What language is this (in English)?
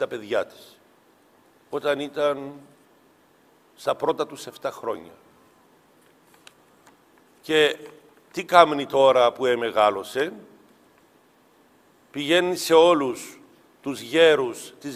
Greek